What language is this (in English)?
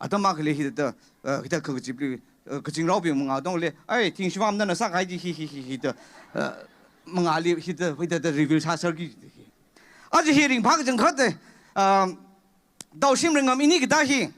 Tangkhul Naga (India)